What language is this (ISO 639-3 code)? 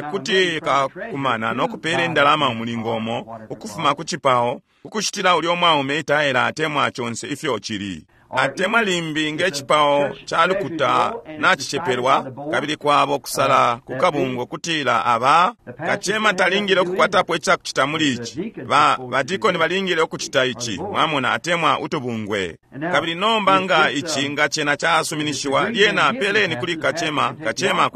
bem